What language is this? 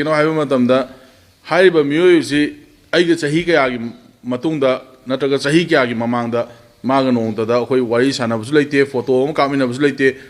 Manipuri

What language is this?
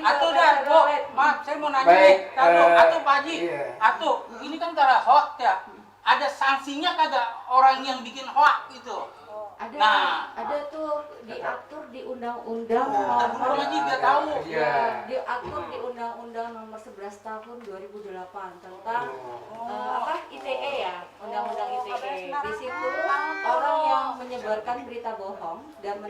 Betawi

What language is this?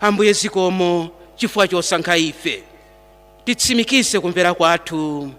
Nyanja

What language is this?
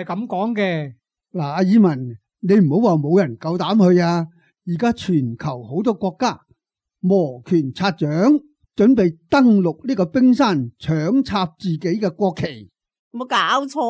Cantonese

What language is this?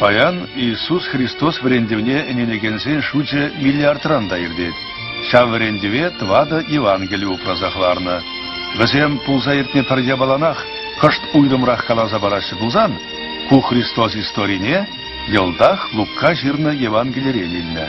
Chuvash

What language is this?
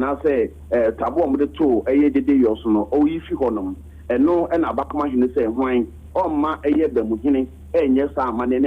Akan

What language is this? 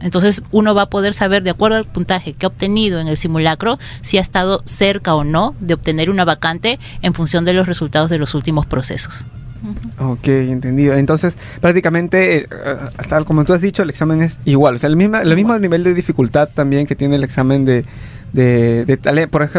Spanish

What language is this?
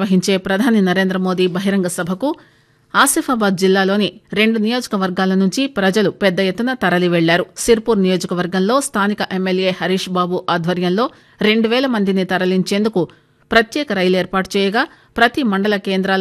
Telugu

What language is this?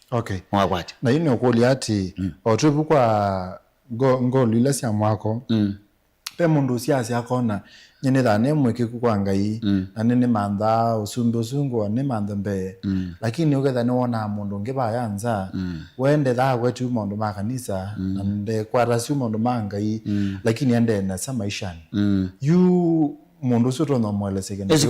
Kamba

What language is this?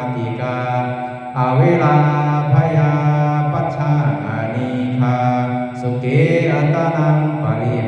Pali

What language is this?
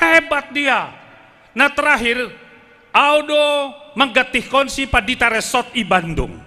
Batak Simalungun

